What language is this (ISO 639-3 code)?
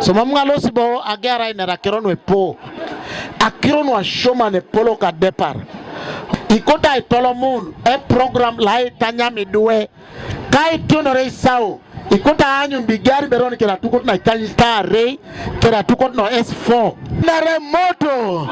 teo